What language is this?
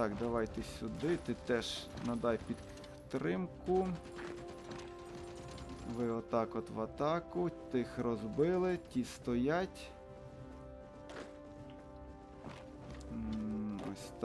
Ukrainian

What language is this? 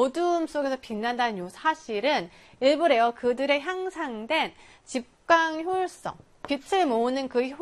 Korean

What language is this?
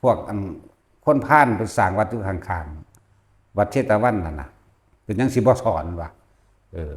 Northeastern Thai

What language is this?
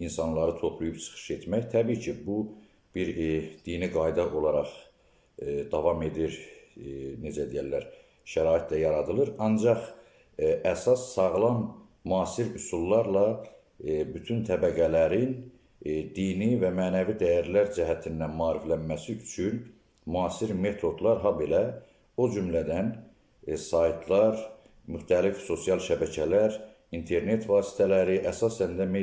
Azerbaijani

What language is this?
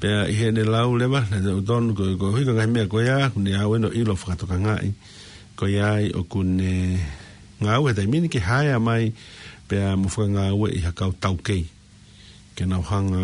Tongan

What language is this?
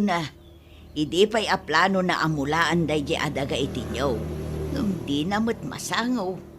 Iloko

